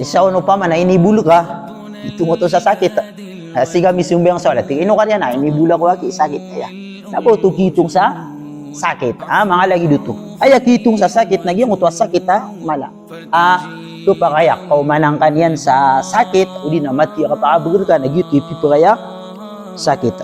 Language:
Maranao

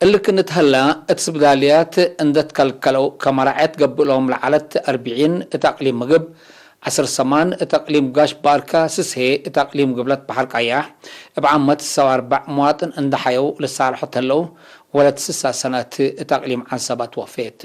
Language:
Tigre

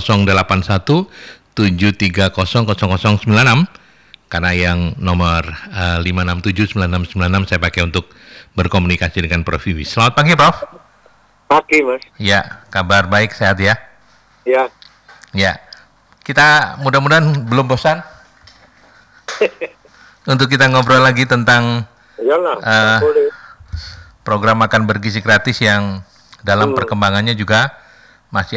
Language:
Indonesian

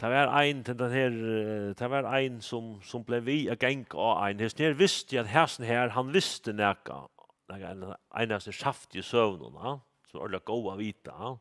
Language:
Faroese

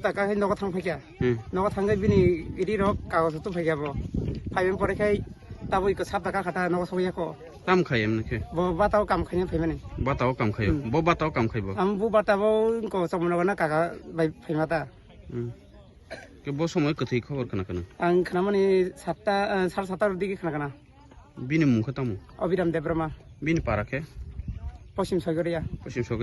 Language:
Kok Borok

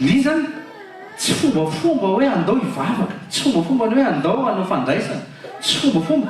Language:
Malagasy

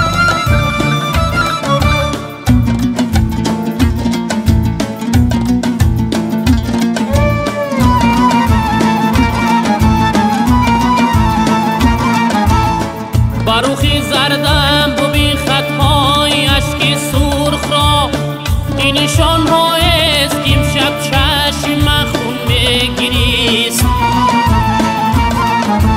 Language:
Persian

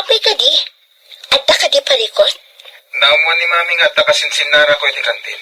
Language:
Iloko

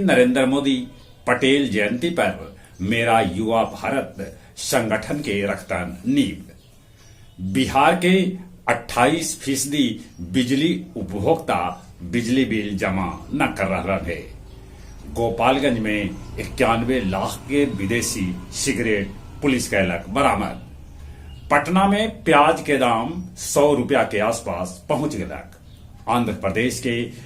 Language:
Magahi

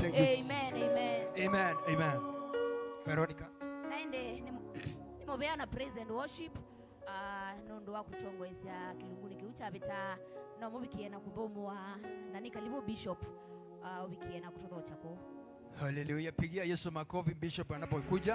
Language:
Kamba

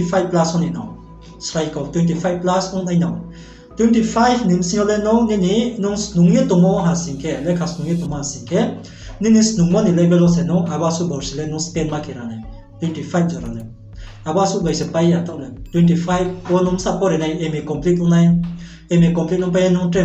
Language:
Riang (India)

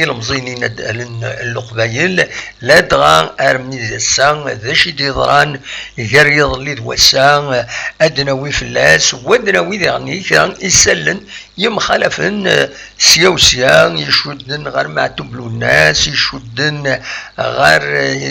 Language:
Kabyle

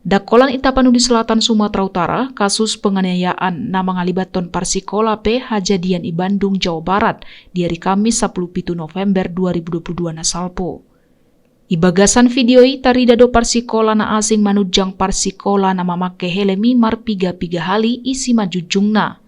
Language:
Batak Toba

